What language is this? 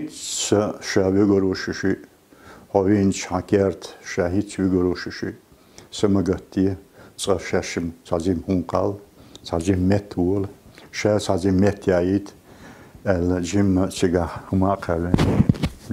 Chechen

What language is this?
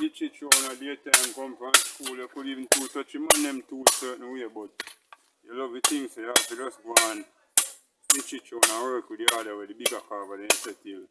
Jamaican Creole English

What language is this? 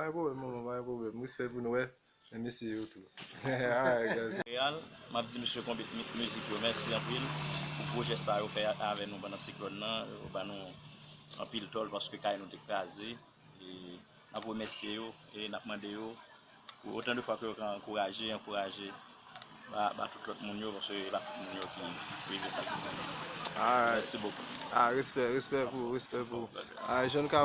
Haitian Creole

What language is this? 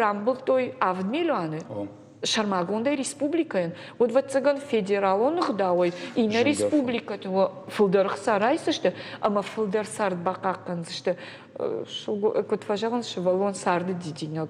Ossetic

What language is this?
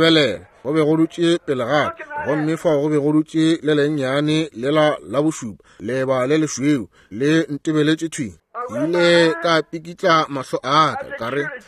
Northern Sotho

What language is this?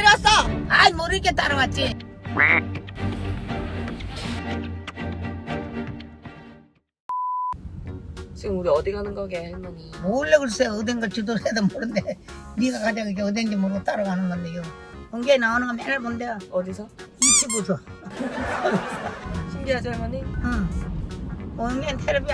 Korean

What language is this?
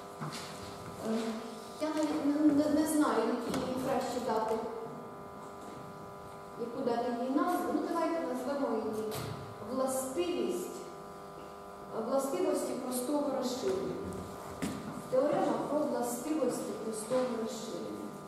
Ukrainian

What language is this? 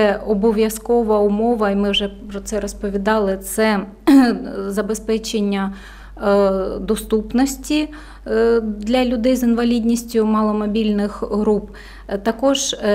Ukrainian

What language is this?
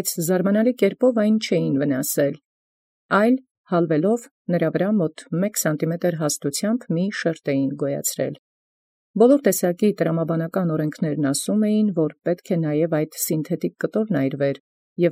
Armenian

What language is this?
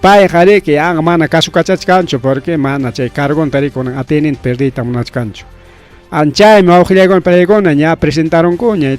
Ayacucho Quechua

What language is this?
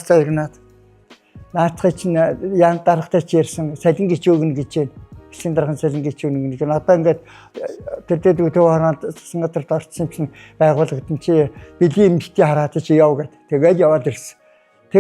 Mongolian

